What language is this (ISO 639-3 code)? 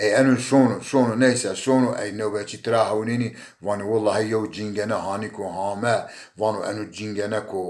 zza